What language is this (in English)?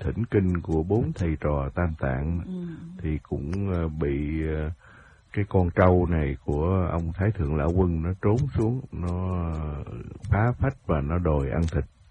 Vietnamese